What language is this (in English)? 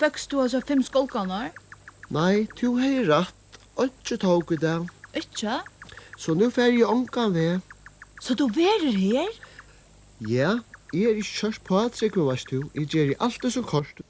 Faroese